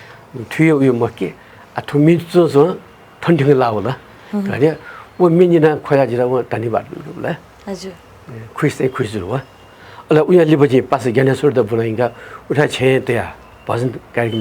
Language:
Newari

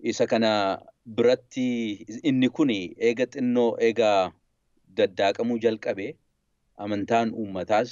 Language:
Oromo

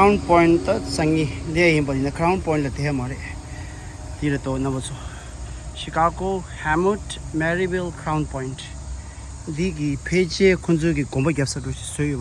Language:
Tibetan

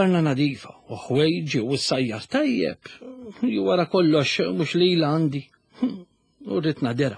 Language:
Maltese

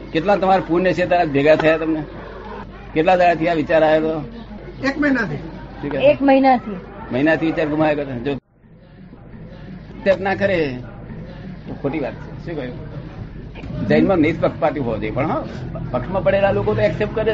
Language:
Gujarati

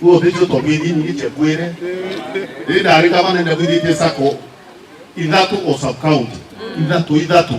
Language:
Meru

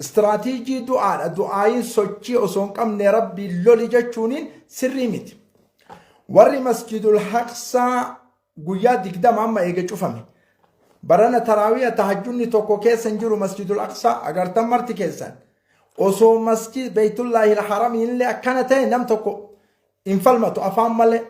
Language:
Oromo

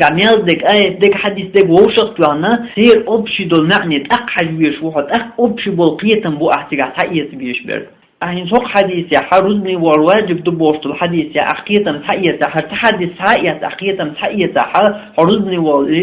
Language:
Chechen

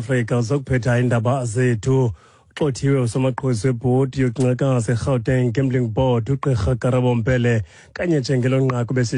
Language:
Xhosa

